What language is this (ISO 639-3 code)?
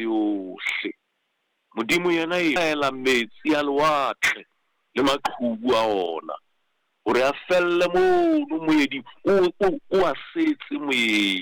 sot